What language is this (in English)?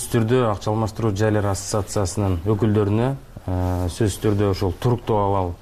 Kyrgyz